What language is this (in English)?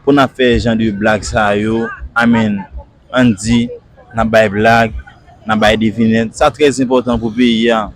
Haitian Creole